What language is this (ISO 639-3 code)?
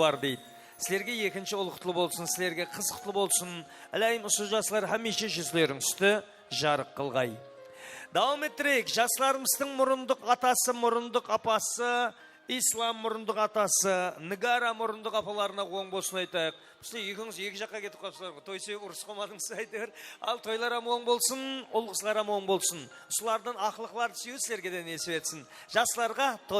kaa